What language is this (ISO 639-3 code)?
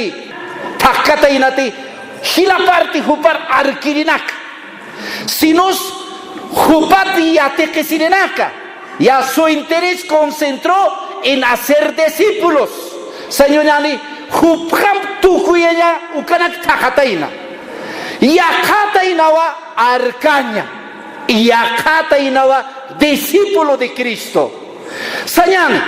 aym